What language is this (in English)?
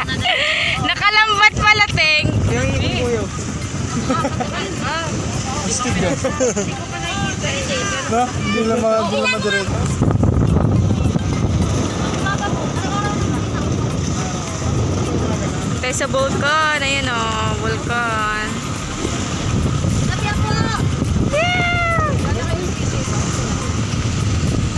Filipino